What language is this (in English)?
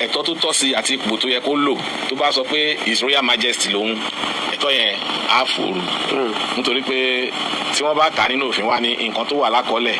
Yoruba